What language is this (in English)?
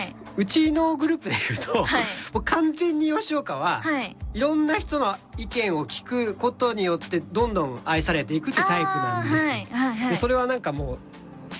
Japanese